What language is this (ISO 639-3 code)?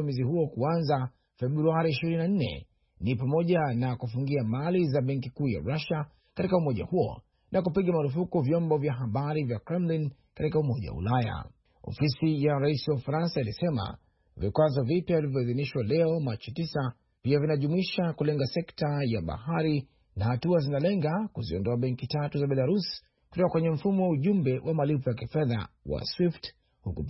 swa